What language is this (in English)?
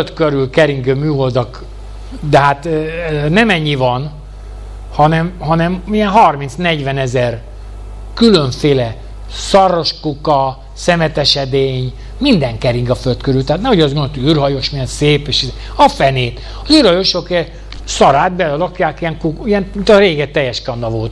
Hungarian